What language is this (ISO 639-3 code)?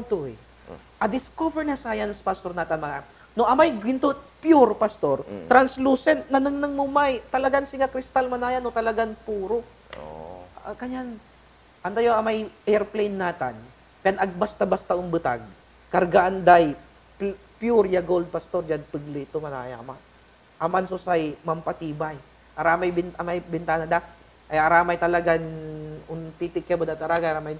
pag